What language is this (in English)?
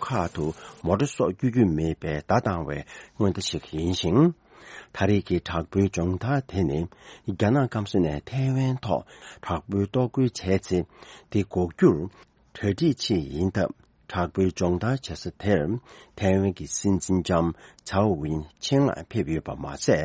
Tibetan